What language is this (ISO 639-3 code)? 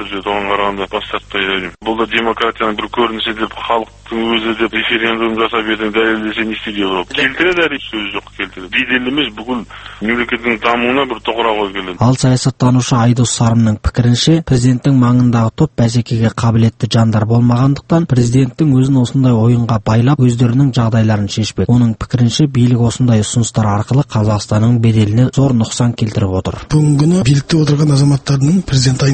kaz